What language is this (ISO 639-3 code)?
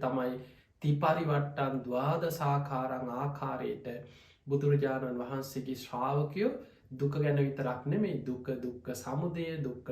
sin